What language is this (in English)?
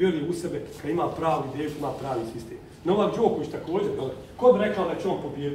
Bosnian